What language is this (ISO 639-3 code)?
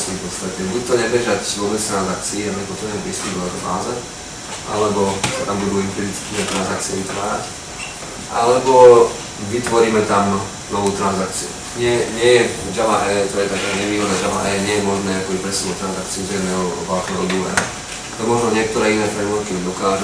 slk